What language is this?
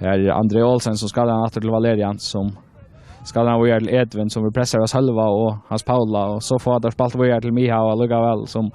Faroese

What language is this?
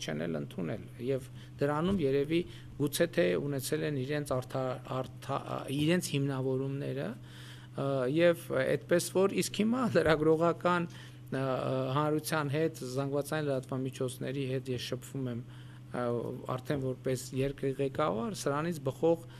Armenian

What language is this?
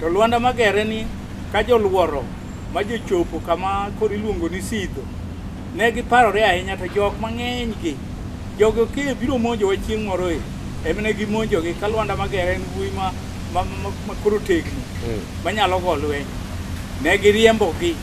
Luo (Kenya and Tanzania)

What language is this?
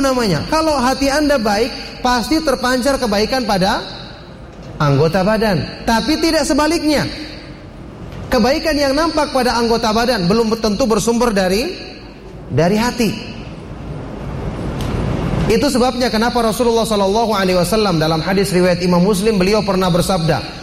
Indonesian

